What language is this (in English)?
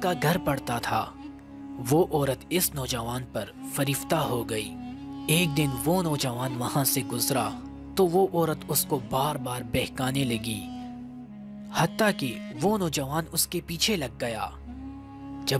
Urdu